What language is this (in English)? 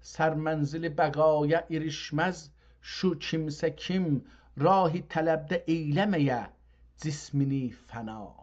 South Azerbaijani